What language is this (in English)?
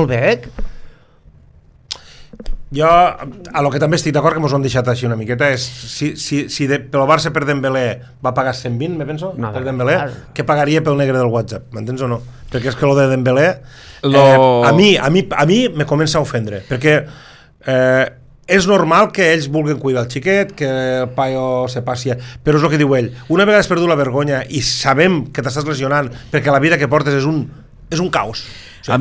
Catalan